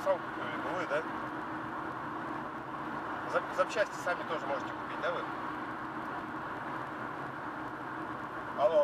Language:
Russian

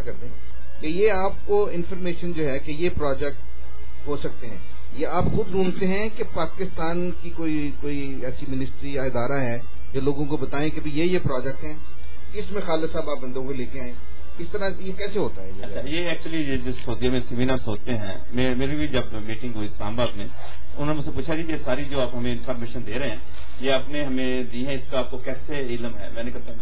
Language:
Urdu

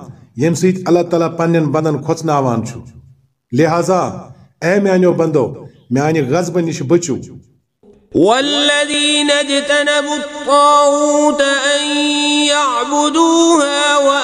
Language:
Kashmiri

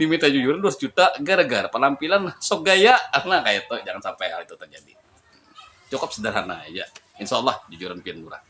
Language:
Banjar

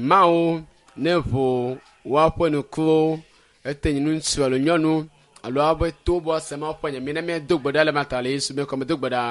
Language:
Ewe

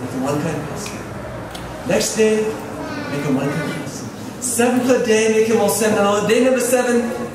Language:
Tok Pisin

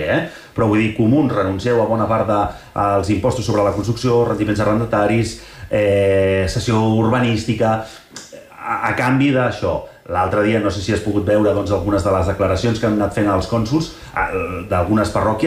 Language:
Catalan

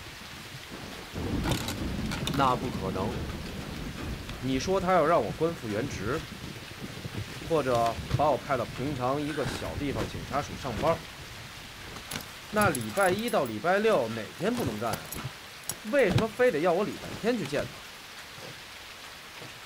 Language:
Chinese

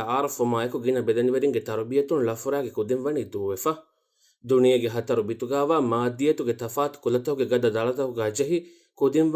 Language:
Divehi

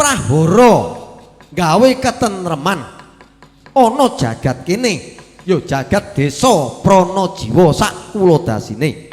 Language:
Javanese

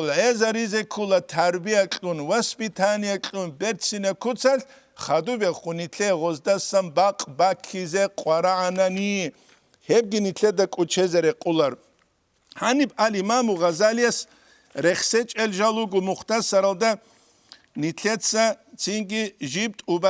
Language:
Avaric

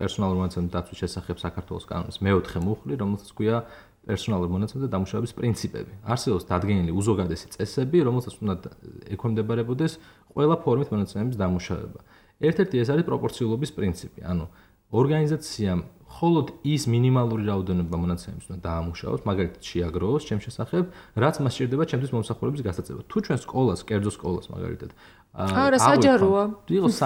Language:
Georgian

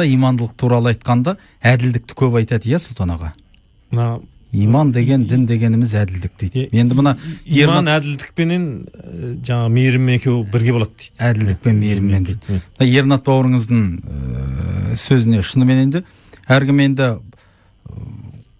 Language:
Kazakh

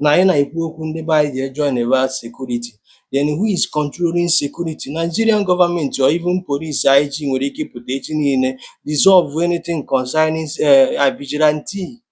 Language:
Igbo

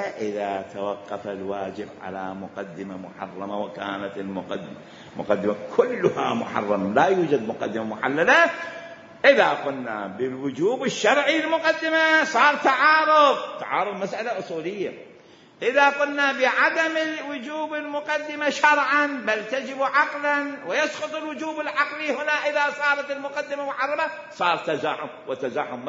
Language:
Mesopotamian Arabic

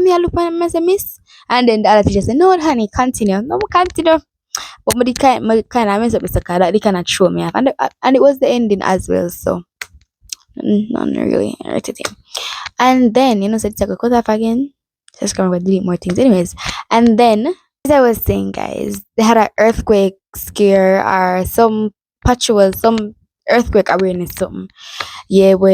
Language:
Jamaican Creole English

